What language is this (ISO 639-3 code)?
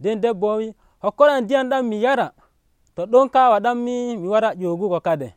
fuv